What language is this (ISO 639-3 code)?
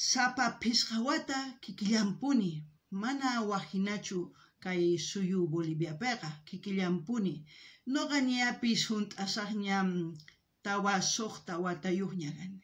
quh